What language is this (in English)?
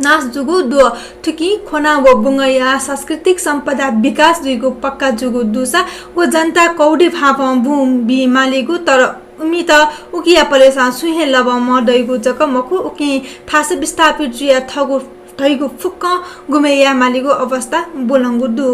Newari